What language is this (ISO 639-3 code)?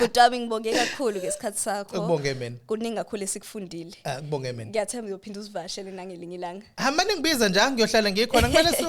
zul